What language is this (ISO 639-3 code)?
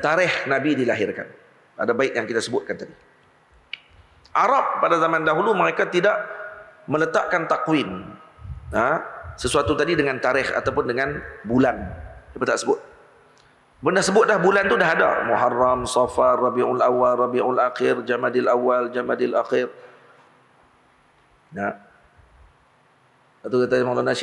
msa